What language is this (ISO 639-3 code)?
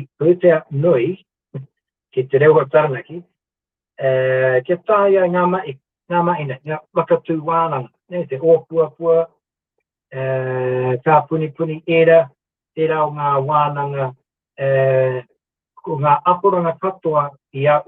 mri